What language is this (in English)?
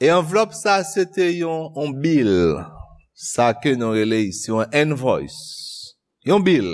Haitian Creole